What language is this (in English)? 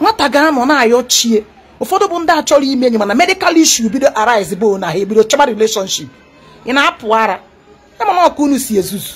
Igbo